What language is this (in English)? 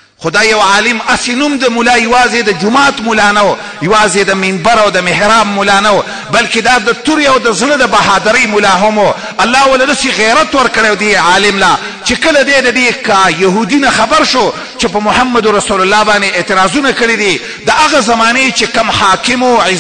Pashto